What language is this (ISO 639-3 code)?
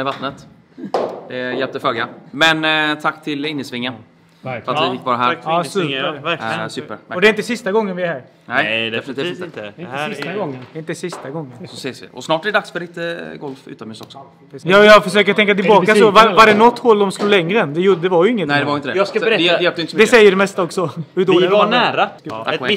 swe